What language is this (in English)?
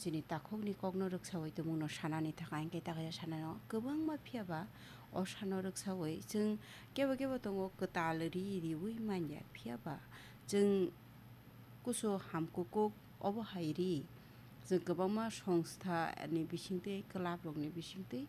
Kok Borok